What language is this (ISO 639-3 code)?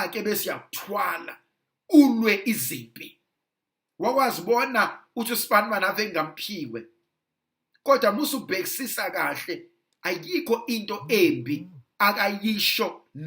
zul